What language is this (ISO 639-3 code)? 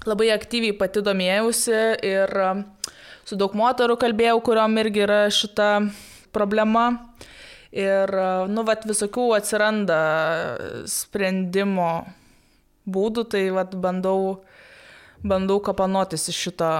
lit